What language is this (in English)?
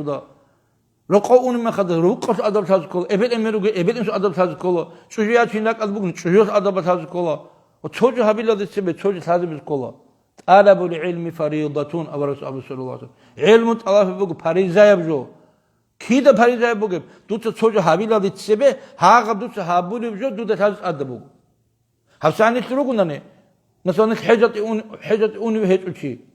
Avaric